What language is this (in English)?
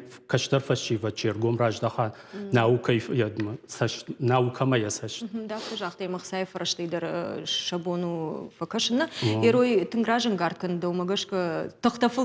Ossetic